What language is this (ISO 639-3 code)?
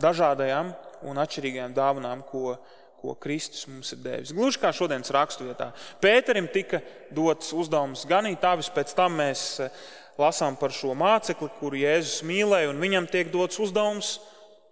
lav